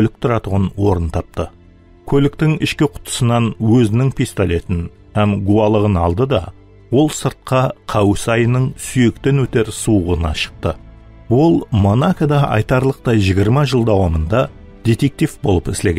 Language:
Kara-Kalpak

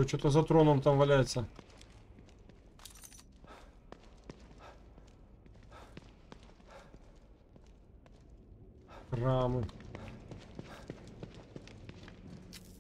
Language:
Russian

